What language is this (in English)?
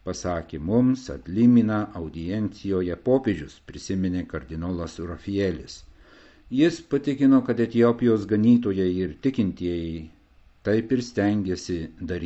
Lithuanian